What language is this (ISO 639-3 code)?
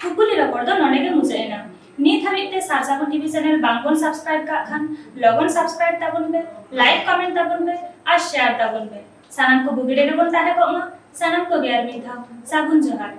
sat